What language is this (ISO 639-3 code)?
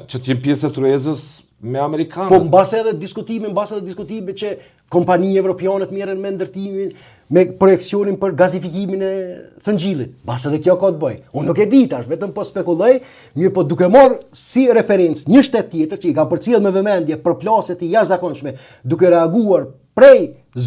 sqi